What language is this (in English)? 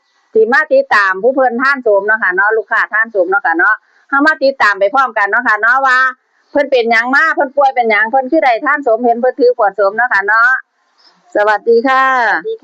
Northeastern Thai